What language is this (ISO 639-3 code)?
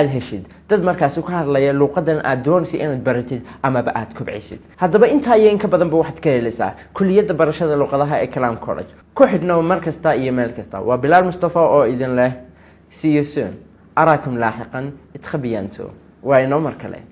som